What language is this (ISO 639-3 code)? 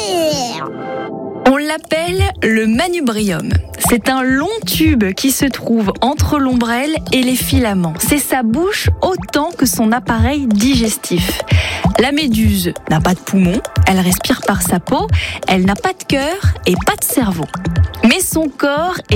fra